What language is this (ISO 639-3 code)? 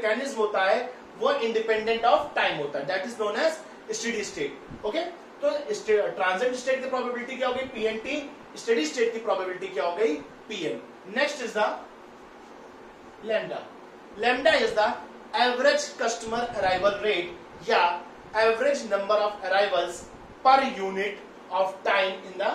hin